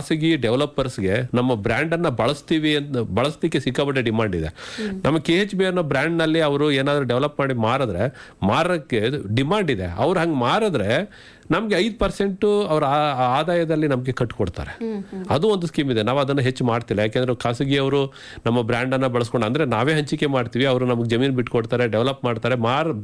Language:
Kannada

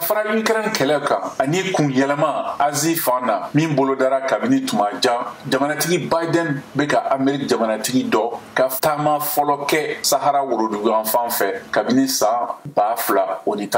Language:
Bambara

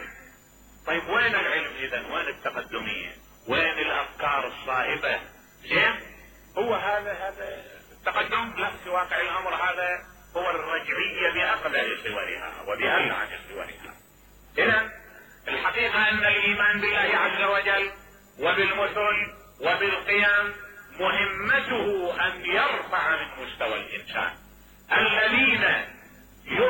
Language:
Mesopotamian Arabic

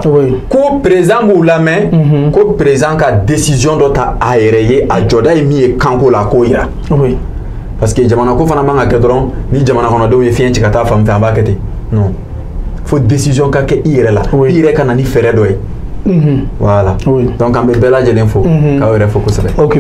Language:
Bambara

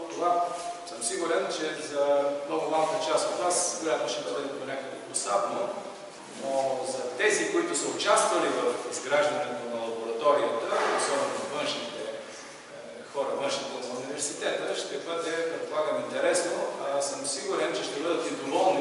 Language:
Bulgarian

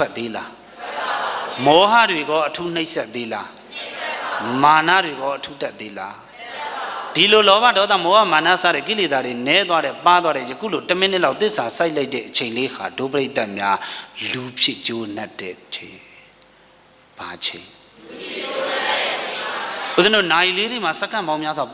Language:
Burmese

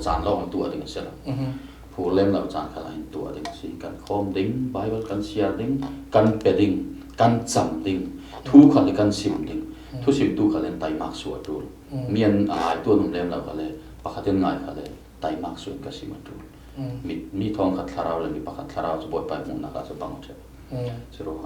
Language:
Falam Chin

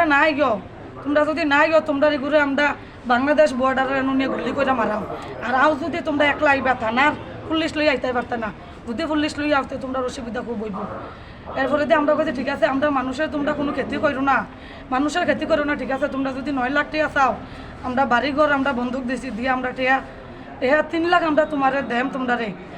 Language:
Sylheti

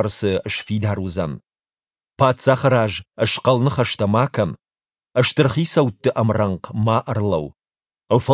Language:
Ossetic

